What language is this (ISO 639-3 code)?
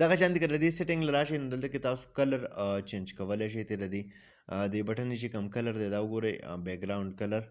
pus